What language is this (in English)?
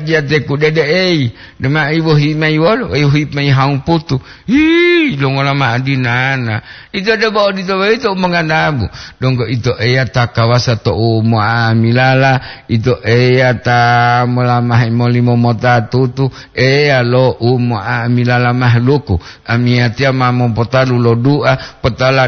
Gorontalo